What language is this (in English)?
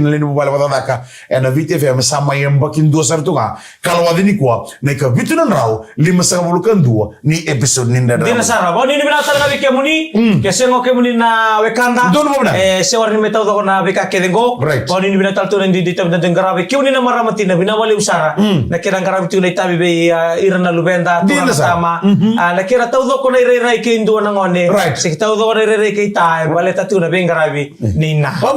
Fijian